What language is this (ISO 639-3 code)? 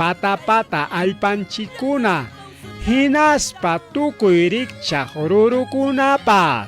quy